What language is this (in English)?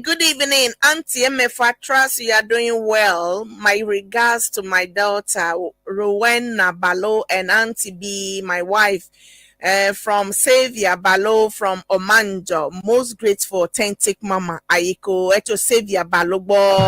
Ewe